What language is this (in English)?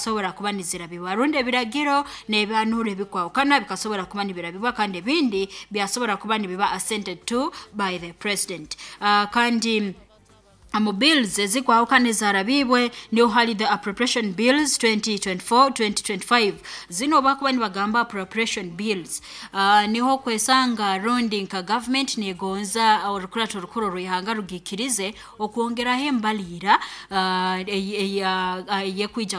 Nyoro